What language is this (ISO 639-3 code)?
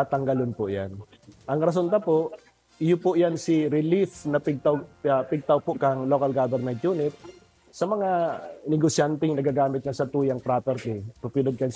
bik